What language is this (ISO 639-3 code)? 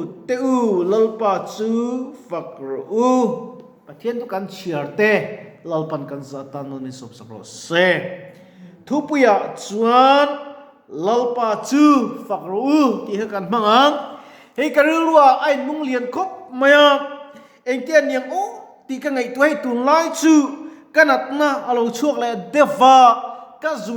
lus